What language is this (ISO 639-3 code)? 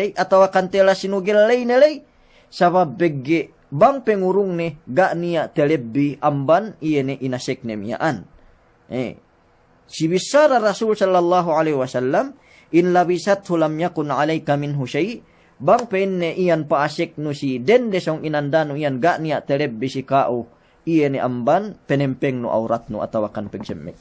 yka